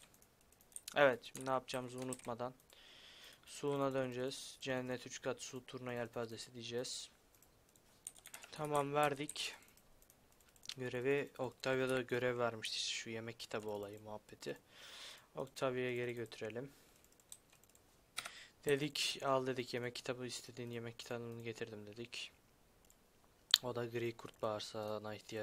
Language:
Turkish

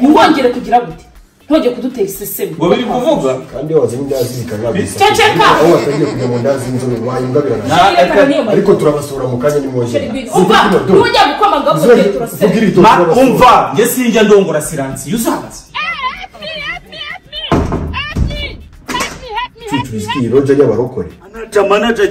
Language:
Kinyarwanda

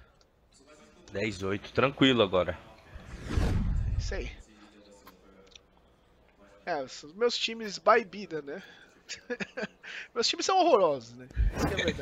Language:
Portuguese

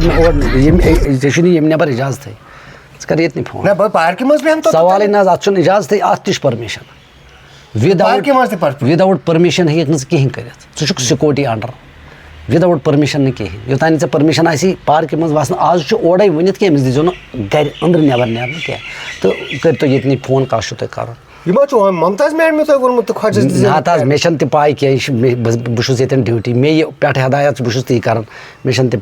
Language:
Kashmiri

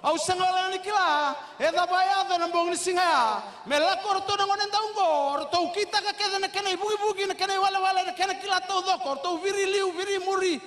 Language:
Fijian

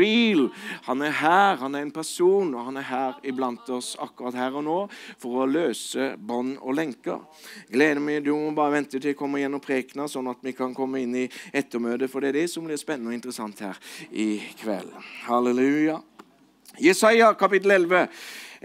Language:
Norwegian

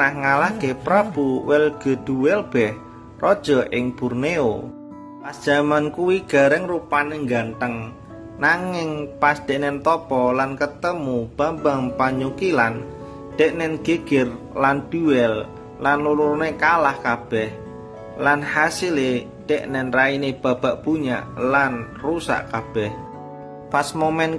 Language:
Javanese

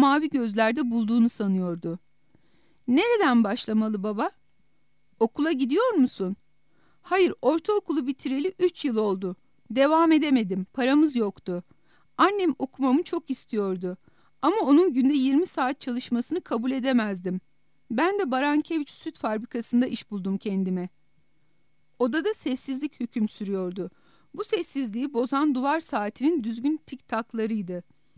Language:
Turkish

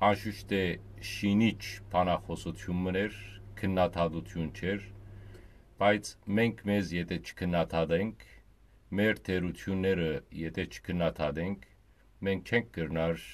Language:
Western Armenian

